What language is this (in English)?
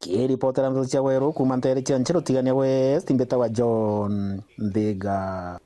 Meru